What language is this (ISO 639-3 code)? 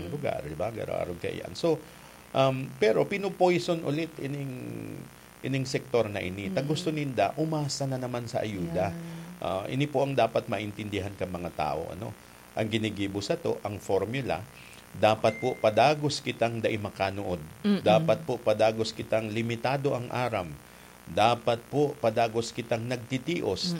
bik